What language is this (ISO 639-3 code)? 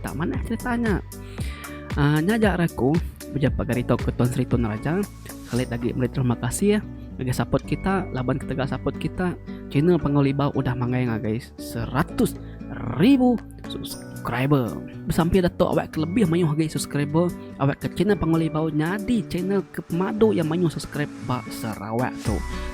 iba